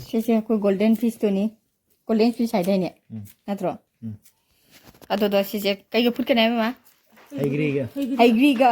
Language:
Manipuri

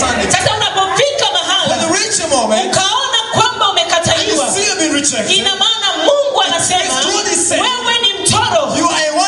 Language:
Swahili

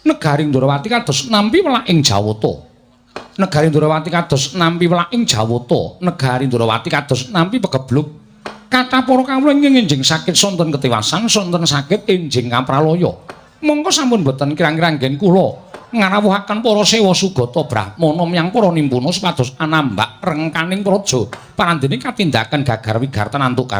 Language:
Javanese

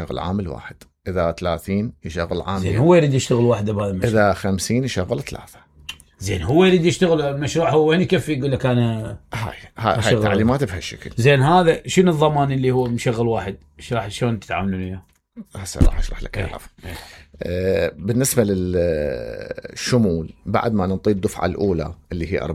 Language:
Mesopotamian Arabic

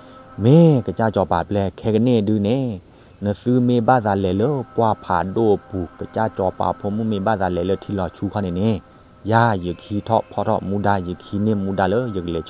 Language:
S'gaw Karen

